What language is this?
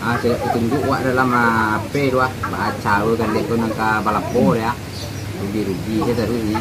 Minangkabau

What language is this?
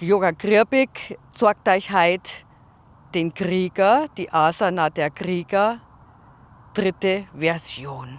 Bavarian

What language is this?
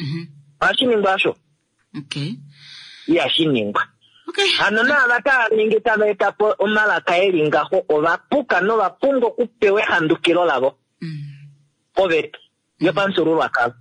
Kuanyama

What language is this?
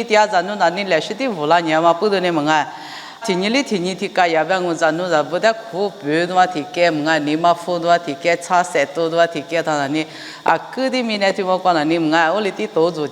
Lisu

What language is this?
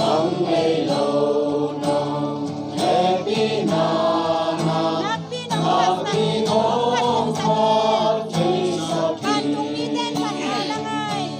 Tedim Chin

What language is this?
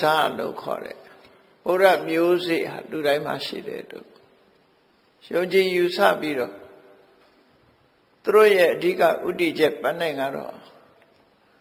Burmese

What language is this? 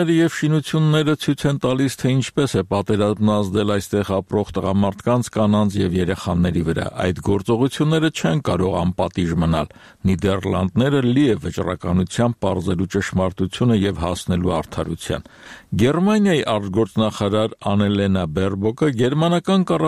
Armenian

